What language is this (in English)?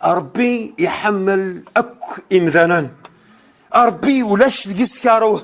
Kabyle